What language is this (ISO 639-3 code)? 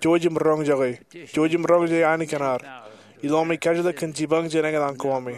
mah